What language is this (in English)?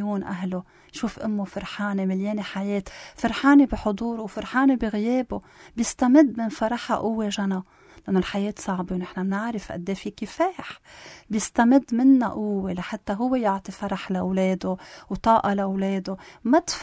North Levantine Arabic